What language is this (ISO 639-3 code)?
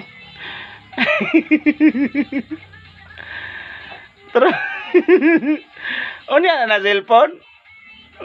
ceb